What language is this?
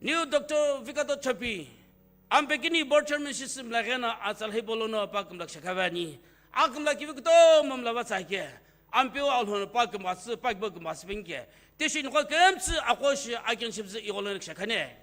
Sumi Naga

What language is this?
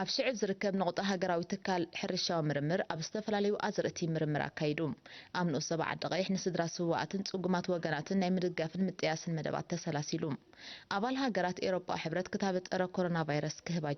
Tigrinya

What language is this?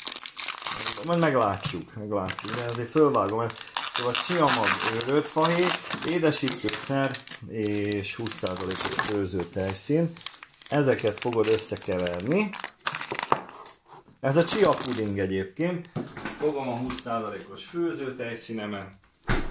Hungarian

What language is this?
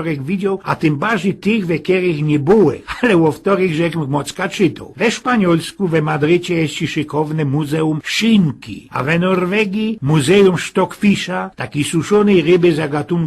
Silesian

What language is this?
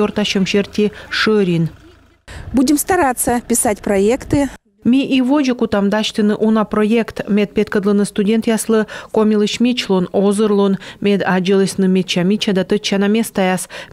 Komi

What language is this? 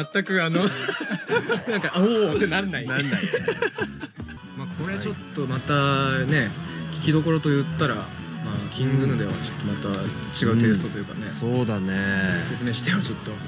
Japanese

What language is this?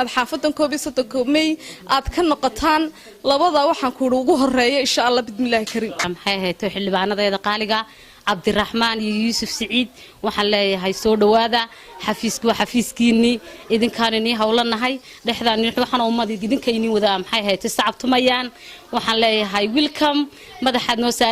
Somali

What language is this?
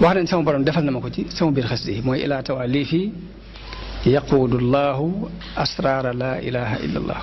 Wolof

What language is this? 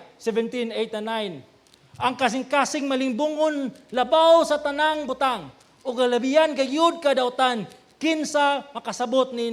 Cebuano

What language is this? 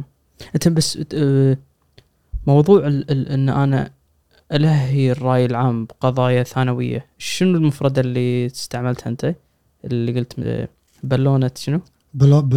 Gulf Arabic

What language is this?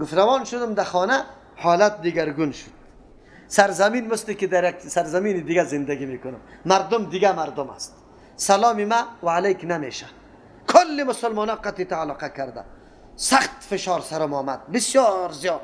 Persian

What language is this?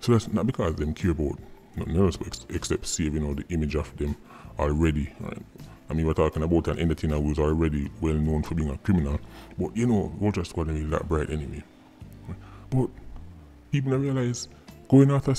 Jamaican Creole English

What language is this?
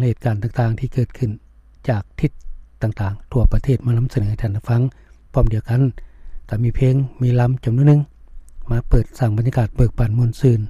Lao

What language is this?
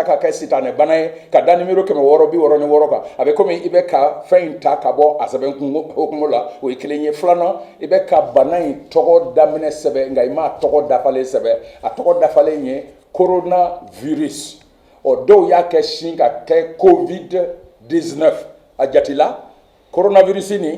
Bambara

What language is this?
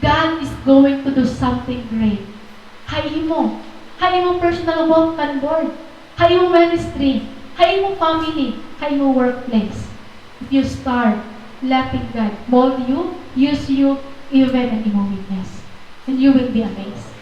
Waray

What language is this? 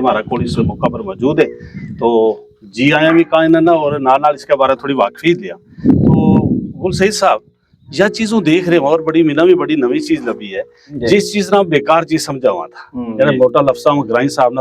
Gujari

